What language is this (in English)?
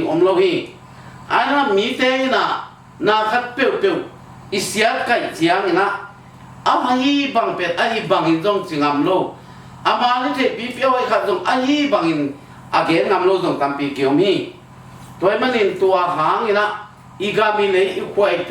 Tedim Chin